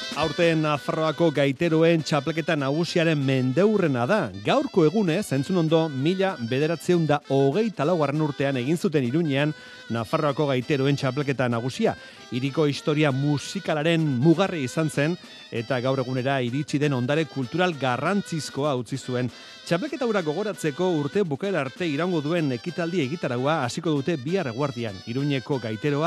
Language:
Basque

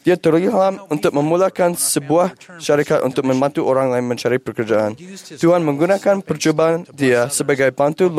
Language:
Malay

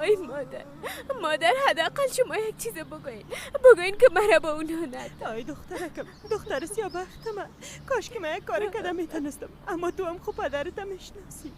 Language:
Persian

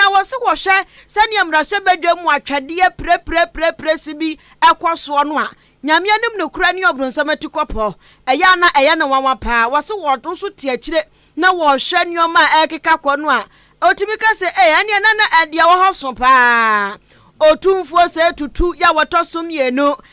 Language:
Akan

